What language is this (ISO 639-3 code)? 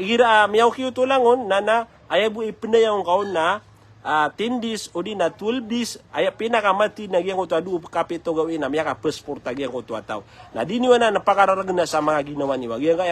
mrw